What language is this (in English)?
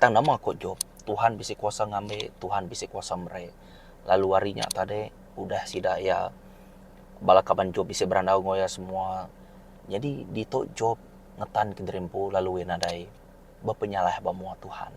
Iban